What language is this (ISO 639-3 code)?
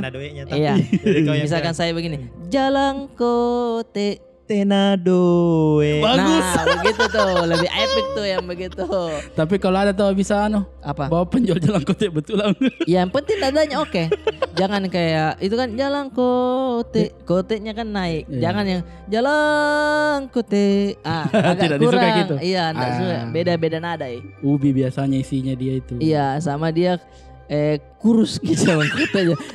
mfp